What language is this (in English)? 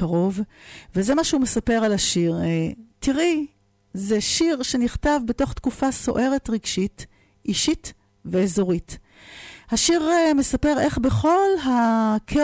Hebrew